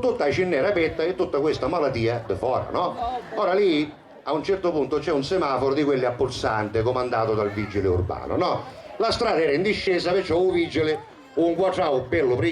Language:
Sicilian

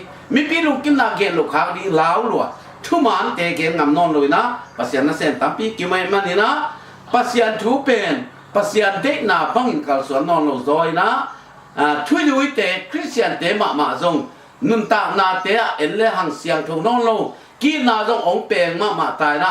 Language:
Tedim Chin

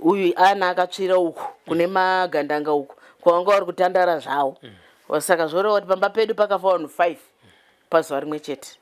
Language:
Shona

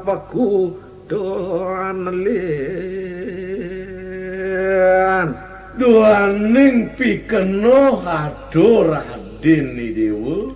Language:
Balinese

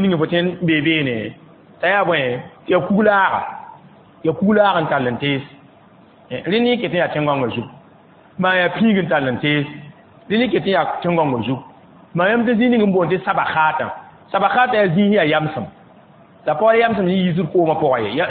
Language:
Mossi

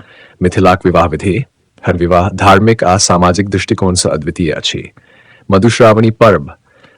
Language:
Maithili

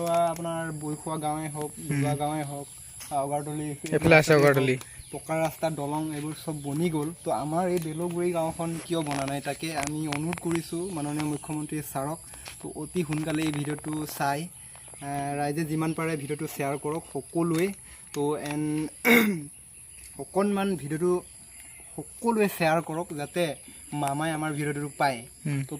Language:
Assamese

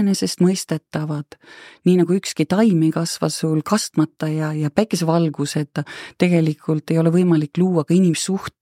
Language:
Estonian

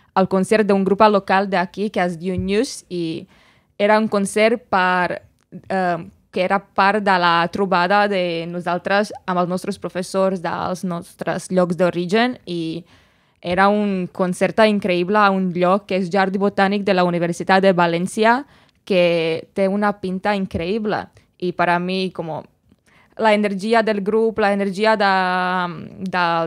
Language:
Catalan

